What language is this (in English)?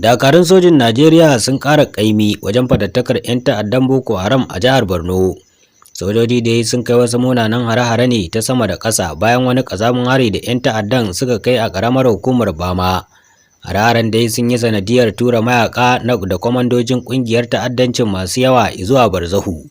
Hausa